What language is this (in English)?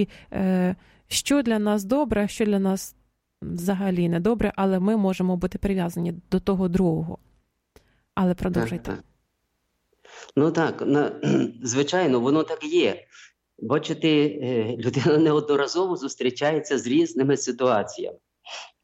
Ukrainian